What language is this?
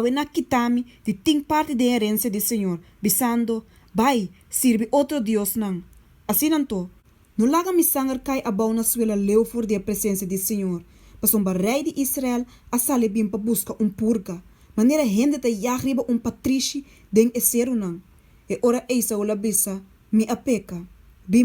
Papiamento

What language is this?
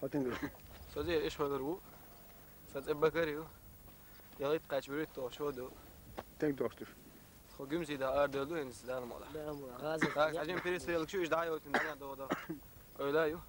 Chechen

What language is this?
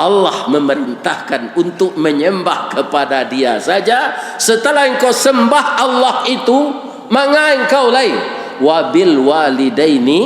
Minangkabau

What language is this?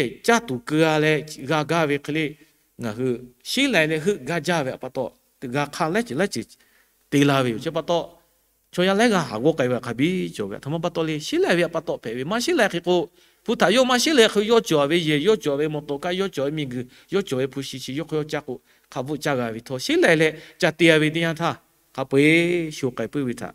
Lahu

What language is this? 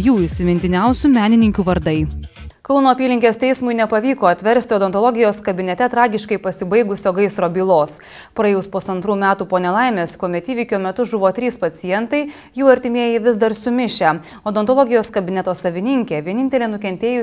Lithuanian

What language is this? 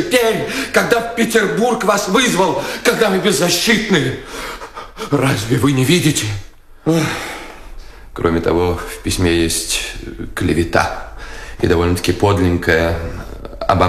Russian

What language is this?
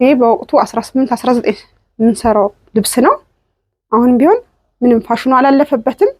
Amharic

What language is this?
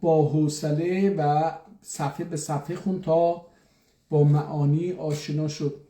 South Azerbaijani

